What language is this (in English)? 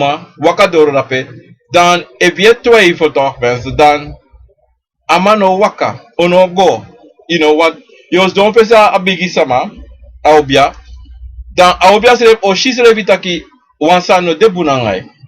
Sranan Tongo